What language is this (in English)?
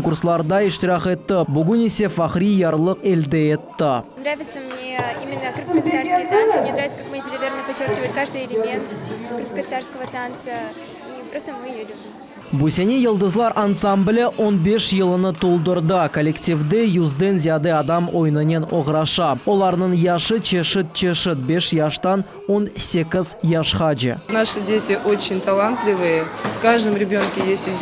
Crimean Tatar